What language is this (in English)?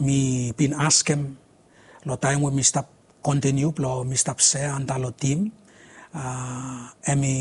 Bislama